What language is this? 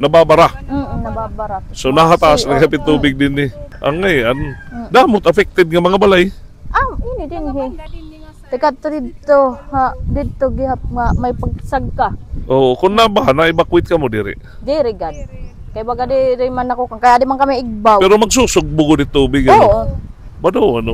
Waray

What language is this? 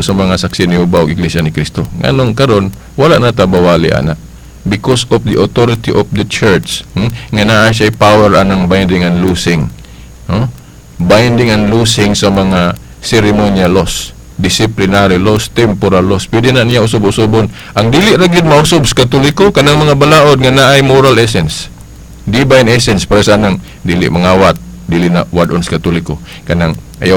Cebuano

